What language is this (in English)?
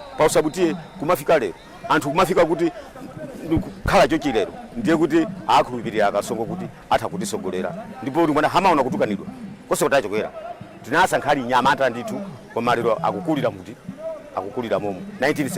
Nyanja